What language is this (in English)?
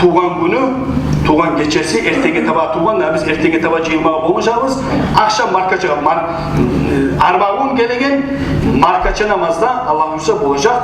Kumyk